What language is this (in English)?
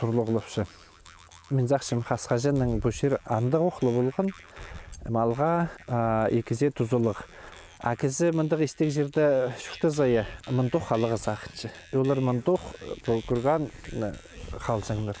Khakas